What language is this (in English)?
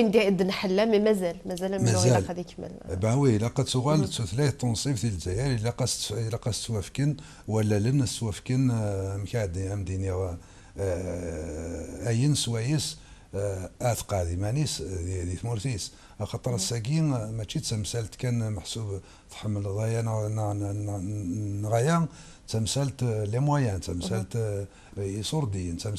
Kabyle